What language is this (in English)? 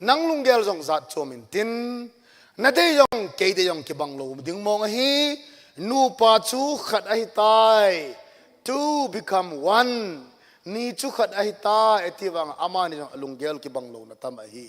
Thado Chin